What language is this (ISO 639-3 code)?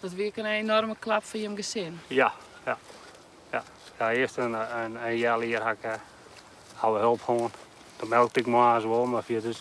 fry